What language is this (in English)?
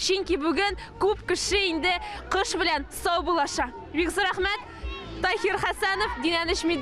Tatar